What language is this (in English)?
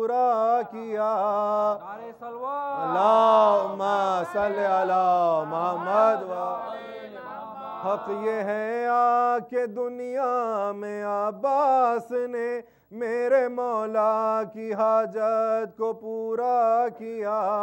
Urdu